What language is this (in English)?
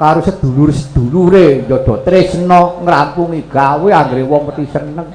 Javanese